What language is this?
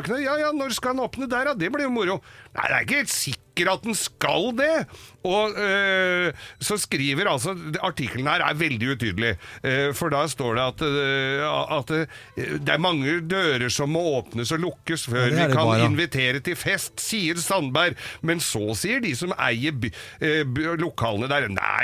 Norwegian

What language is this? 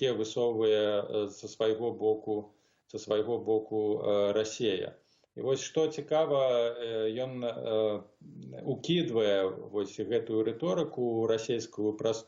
Belarusian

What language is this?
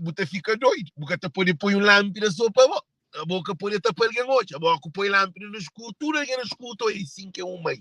Kabuverdianu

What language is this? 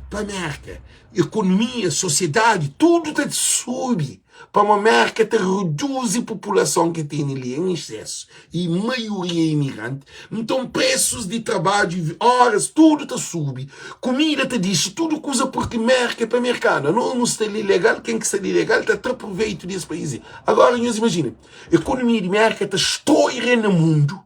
Kabuverdianu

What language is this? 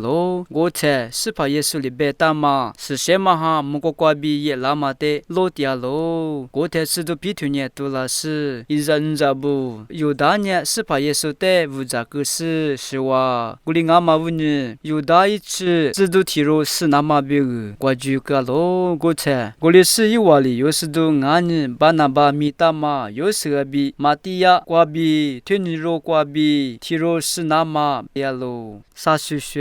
Lisu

